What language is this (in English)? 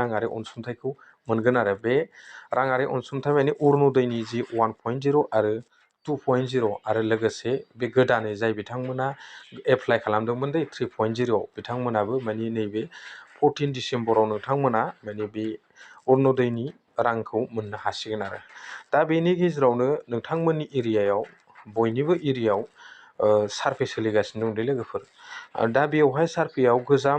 Bodo